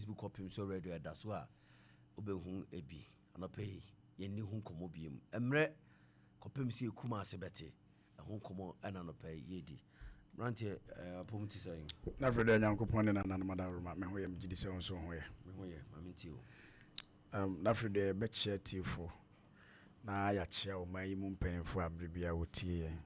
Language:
Akan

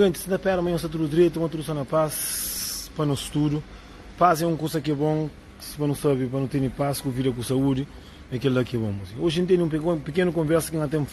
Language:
Kabuverdianu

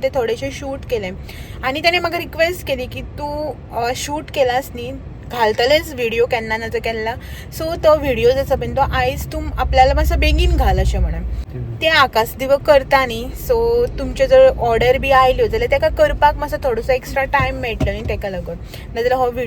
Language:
Konkani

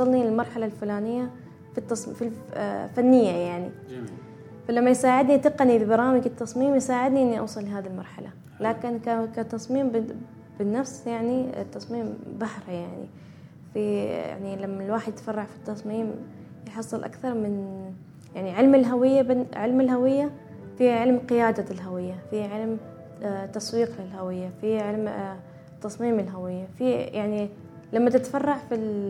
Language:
Gulf Arabic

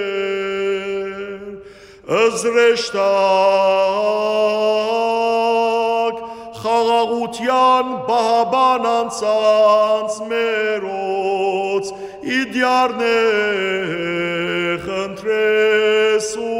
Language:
Armenian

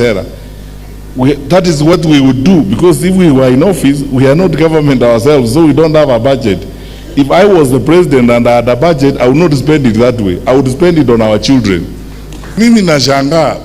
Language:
Gusii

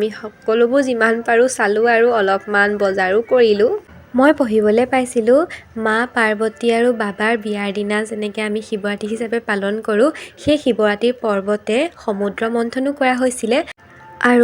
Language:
Assamese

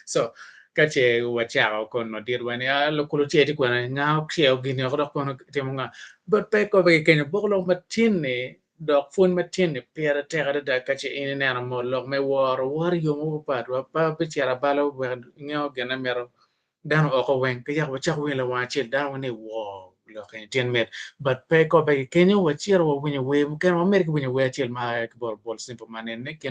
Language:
Acoli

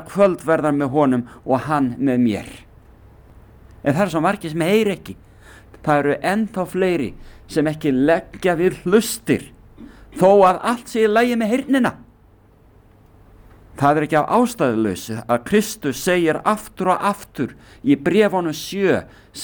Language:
Icelandic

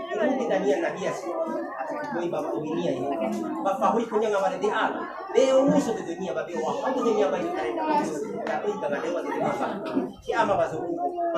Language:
Nias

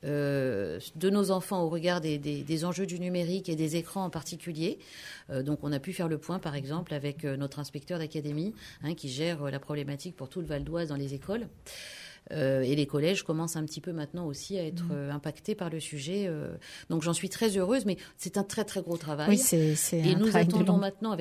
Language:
French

